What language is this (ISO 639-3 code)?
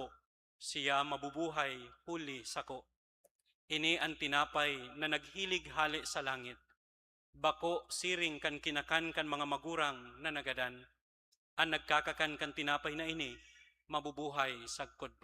bik